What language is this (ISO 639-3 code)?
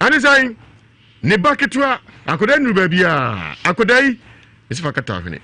aka